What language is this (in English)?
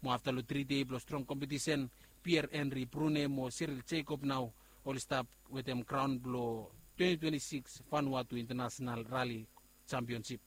Bislama